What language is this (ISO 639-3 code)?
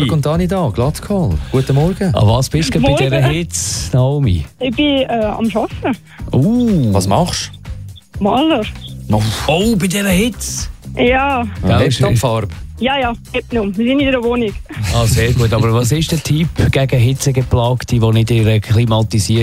deu